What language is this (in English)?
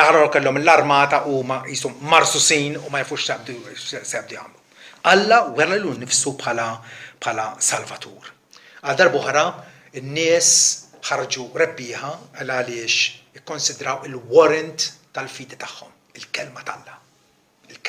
Maltese